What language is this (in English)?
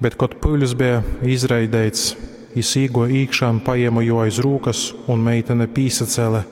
Latgalian